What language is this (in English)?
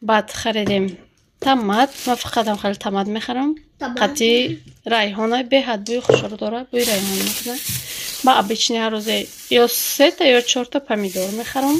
Tajik